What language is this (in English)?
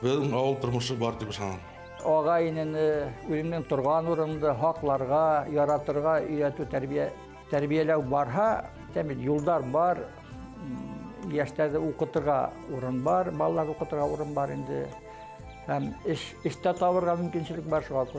Bashkir